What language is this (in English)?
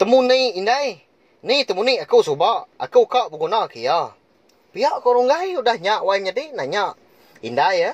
Iban